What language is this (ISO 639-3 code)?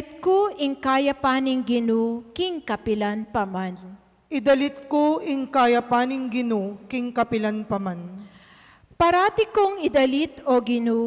pam